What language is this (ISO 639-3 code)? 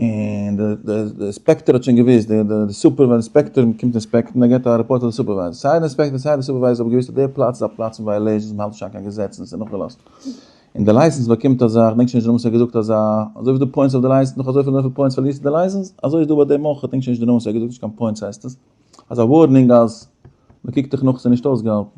yid